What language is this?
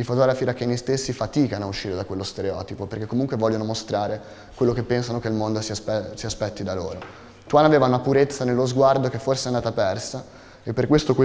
Italian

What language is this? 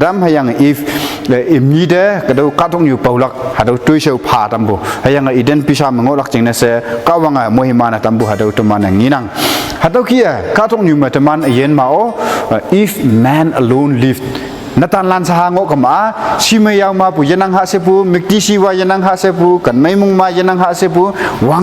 Konyak Naga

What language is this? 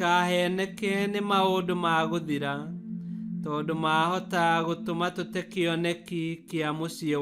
Kikuyu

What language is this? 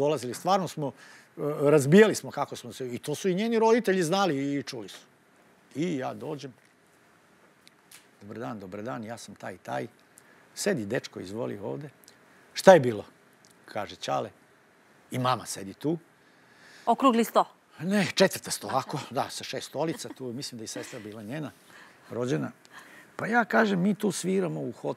Serbian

